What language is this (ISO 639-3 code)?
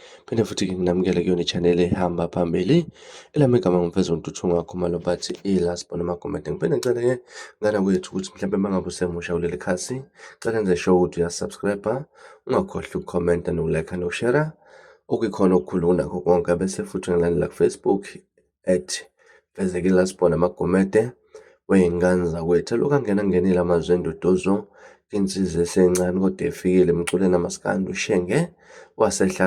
zul